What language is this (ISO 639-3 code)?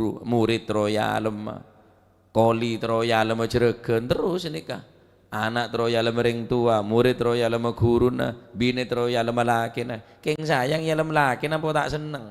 mad